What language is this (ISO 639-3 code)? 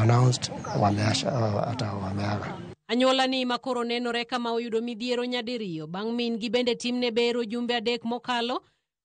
luo